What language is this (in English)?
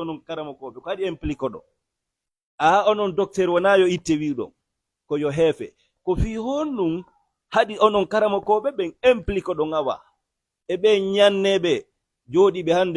Fula